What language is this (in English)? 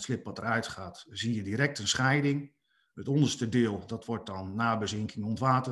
Dutch